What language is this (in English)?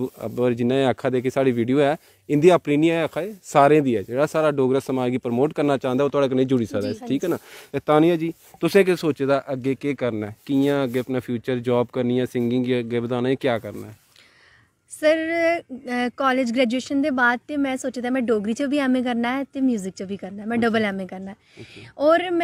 Dogri